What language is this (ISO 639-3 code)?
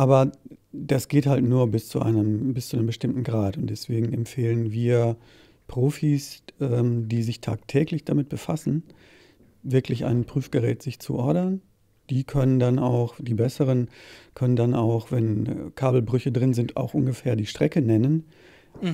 deu